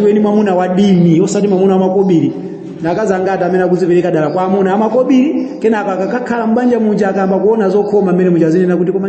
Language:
Nyanja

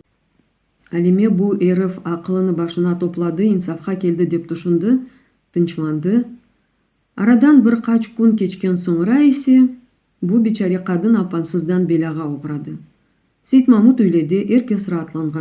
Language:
Crimean Tatar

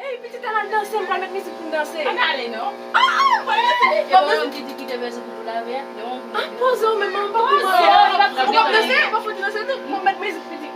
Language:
Haitian Creole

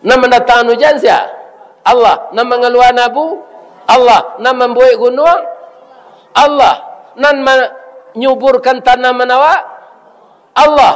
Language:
Minangkabau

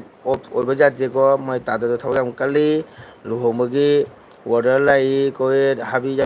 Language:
Manipuri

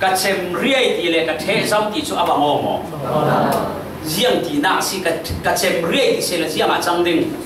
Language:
Falam Chin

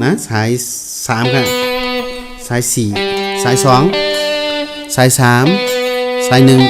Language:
Shan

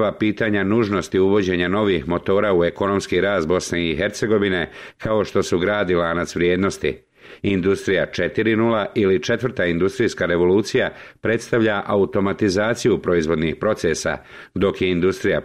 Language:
Bosnian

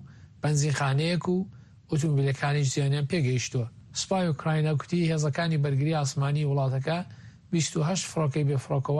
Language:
Central Kurdish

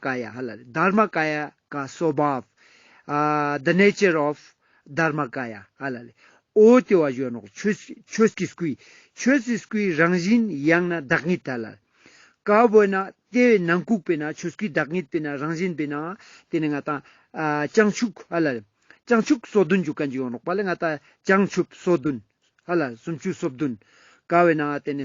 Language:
Ladakhi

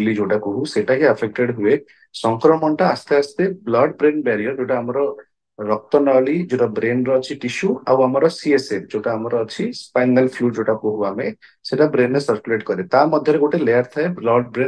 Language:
Odia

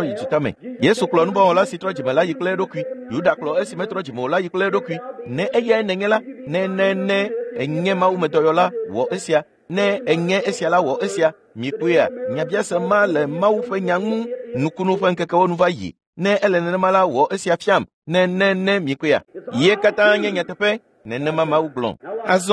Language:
Ewe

